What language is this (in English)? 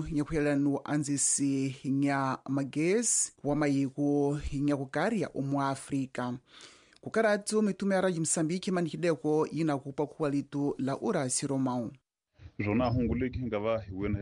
Tsonga